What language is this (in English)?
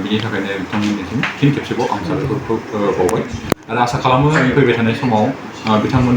Bodo